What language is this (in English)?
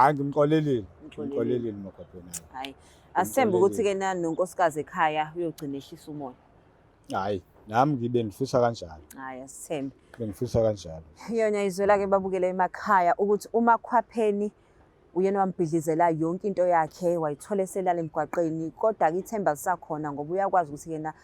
Zulu